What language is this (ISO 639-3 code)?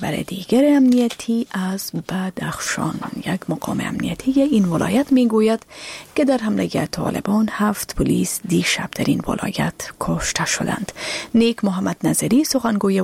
fas